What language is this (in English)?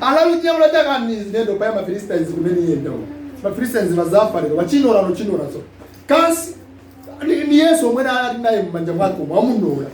Nyanja